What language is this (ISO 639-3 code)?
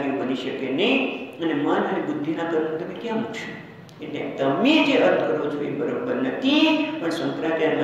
guj